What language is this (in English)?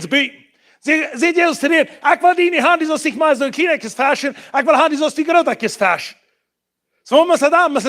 Plautdietsch